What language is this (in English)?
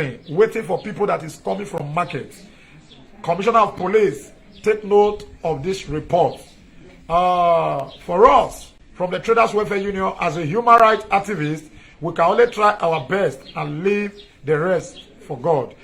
Nigerian Pidgin